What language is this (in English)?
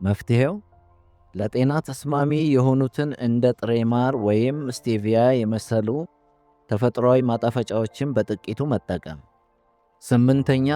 Amharic